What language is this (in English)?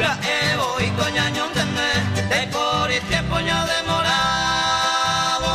Guarani